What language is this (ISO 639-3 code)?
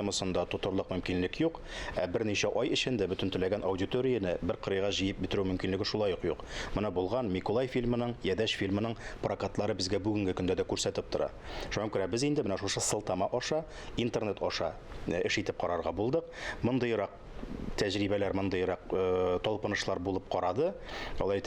tat